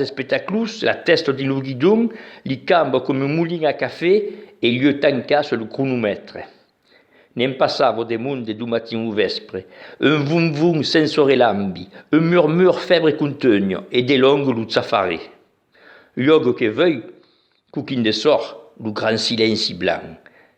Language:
Occitan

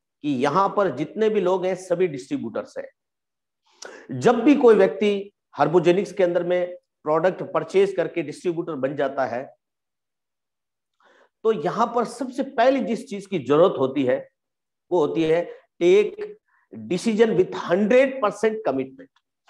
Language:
Hindi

